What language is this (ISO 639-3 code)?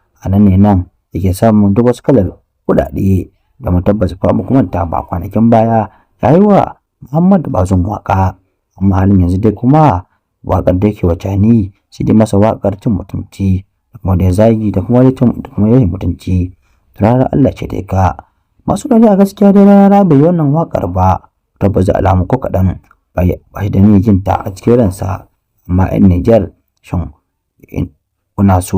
hau